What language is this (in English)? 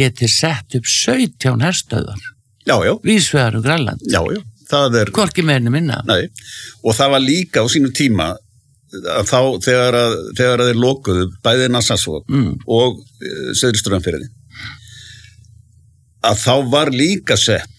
Icelandic